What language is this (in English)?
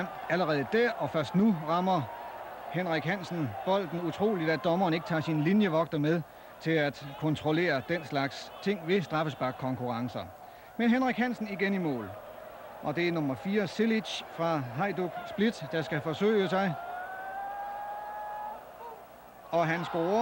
Danish